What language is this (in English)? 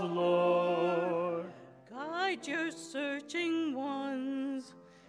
English